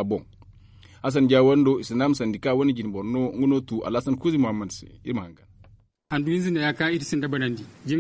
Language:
Zarma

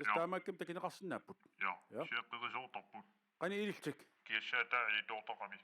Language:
Kalaallisut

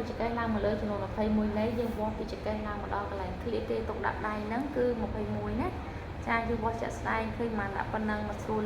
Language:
Khmer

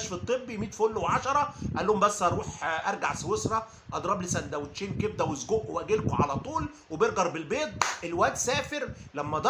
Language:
Egyptian Arabic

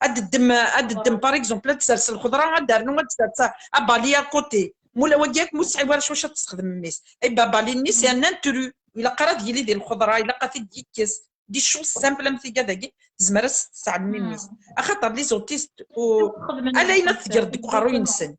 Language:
Kabyle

